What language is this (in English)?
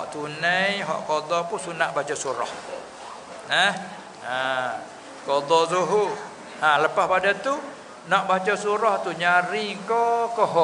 Malay